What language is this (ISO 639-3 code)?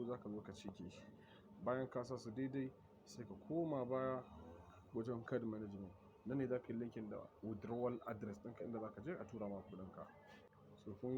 hau